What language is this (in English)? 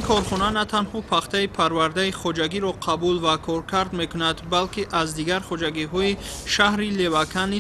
Tajik